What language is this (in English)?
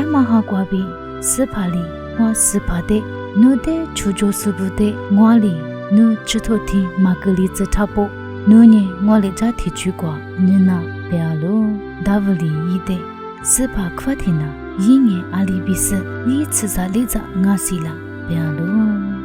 Lisu